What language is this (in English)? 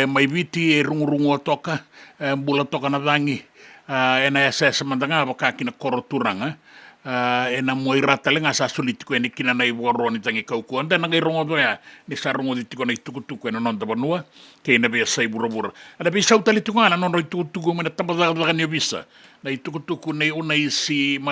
Fijian